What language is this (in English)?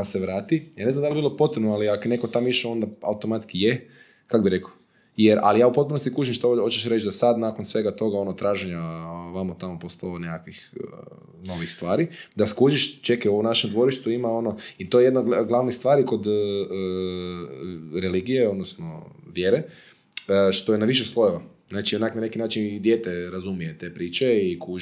Croatian